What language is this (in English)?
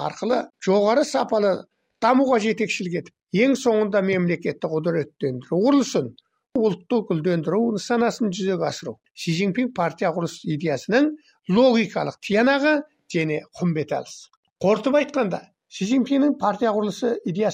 Kazakh